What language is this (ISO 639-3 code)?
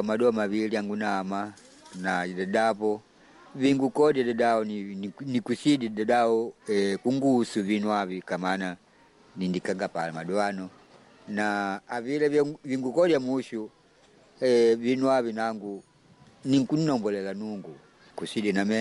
kde